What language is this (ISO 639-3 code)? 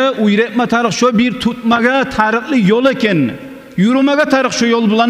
kum